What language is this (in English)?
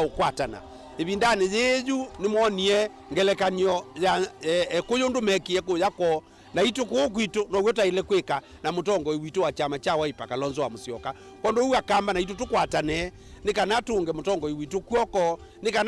Kamba